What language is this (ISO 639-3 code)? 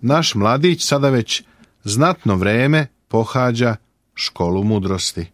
srp